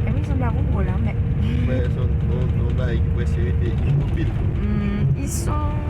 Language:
Haitian Creole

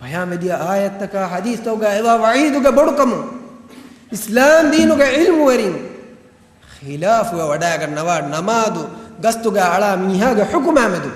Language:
Divehi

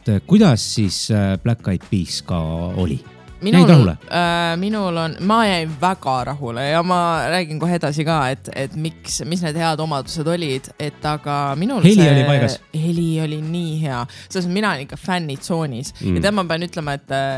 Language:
Estonian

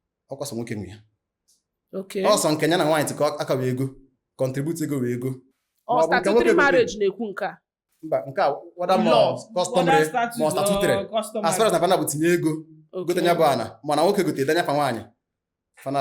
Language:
Igbo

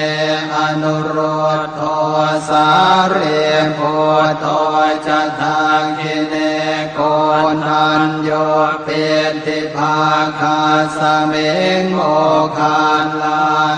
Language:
Pali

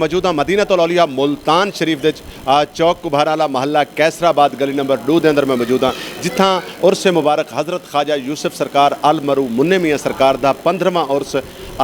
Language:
Saraiki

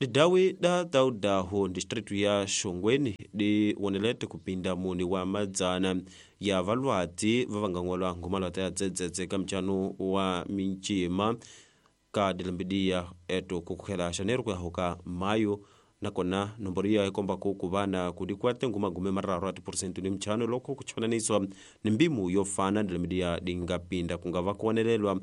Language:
Tsonga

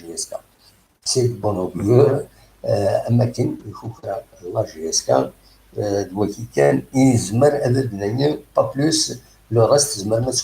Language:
Kabyle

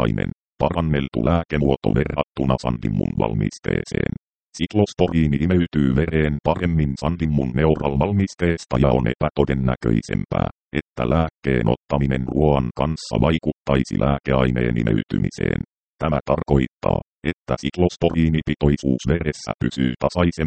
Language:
Finnish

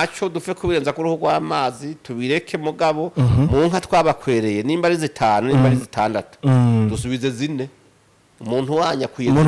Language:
Rundi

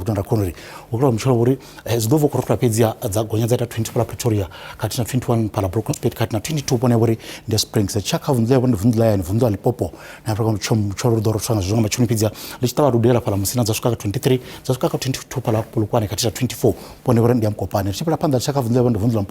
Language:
Venda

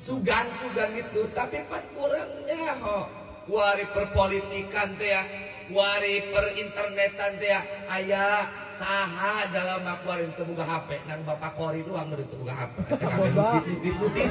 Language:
Sundanese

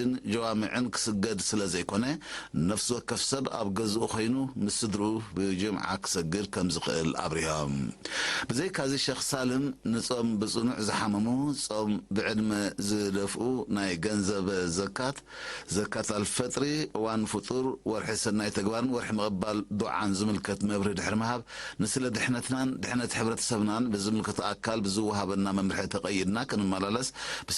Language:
Tigrinya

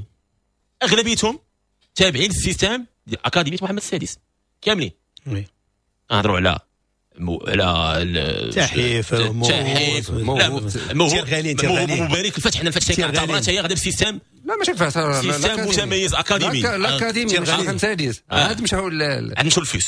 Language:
Moroccan Arabic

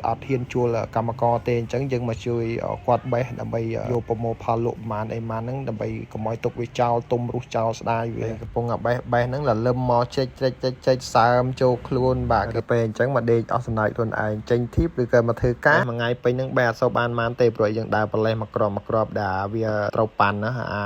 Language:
Khmer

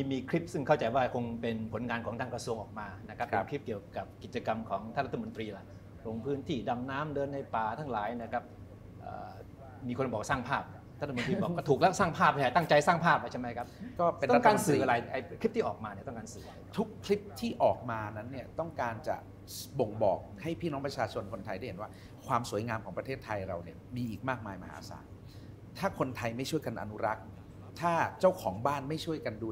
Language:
Thai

